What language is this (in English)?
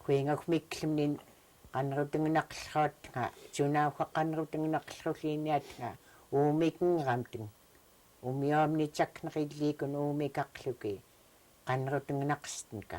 Central Yupik